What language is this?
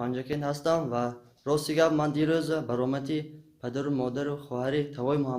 Tajik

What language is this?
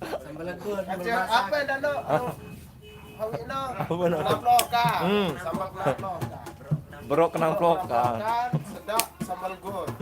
Sasak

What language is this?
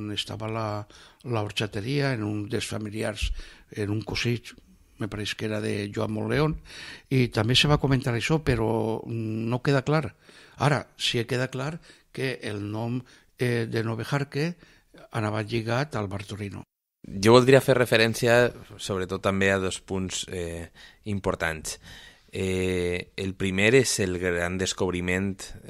Catalan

